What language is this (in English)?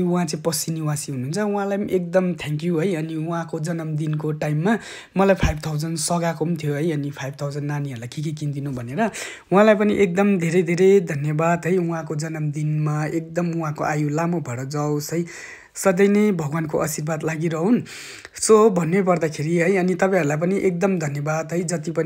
Nepali